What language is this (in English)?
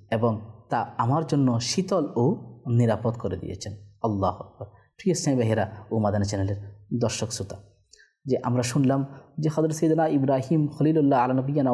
Bangla